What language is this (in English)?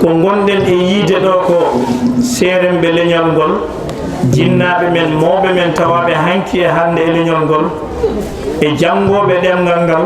Fula